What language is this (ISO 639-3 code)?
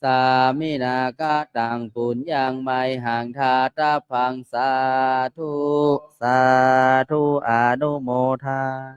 pli